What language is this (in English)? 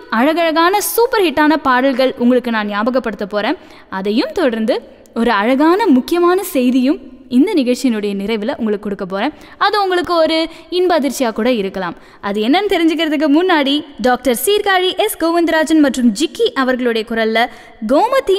Tamil